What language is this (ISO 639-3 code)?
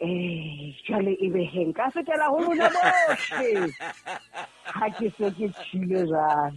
sot